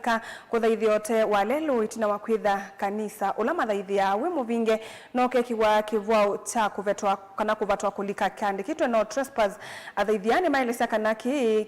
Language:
Kamba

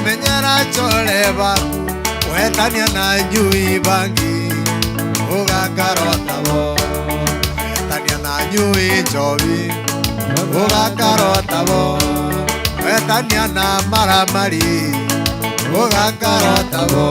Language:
Meru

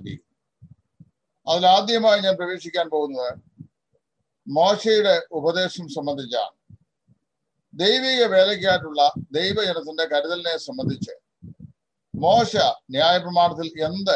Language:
Malayalam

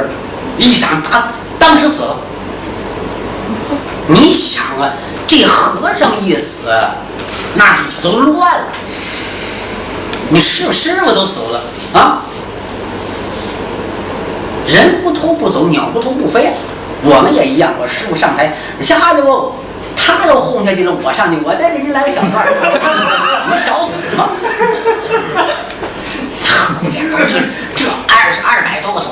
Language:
Chinese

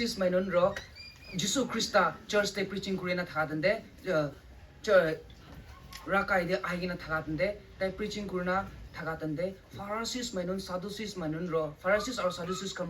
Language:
Rongmei Naga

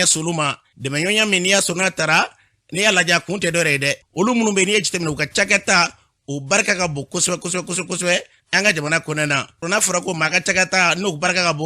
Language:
Bambara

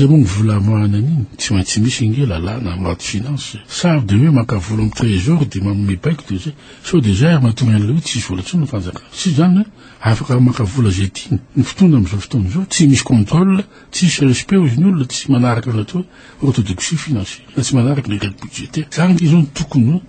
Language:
Malagasy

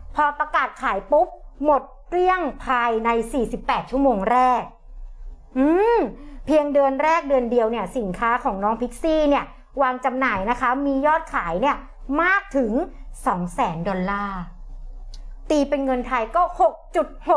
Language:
Thai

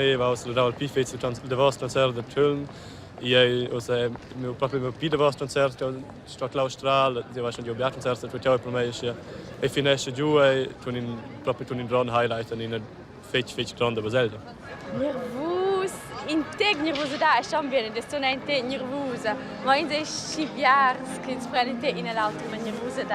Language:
Romansh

